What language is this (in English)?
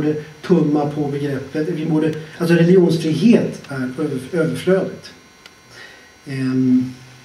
Swedish